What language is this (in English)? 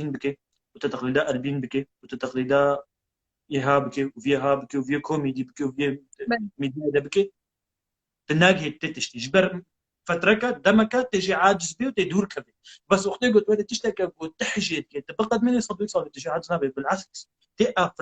Kurdish